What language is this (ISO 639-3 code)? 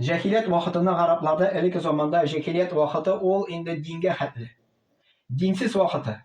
tat